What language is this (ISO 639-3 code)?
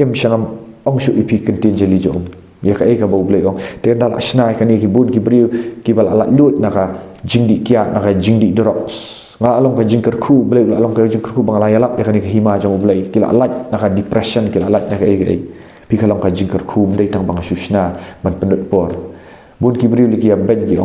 kha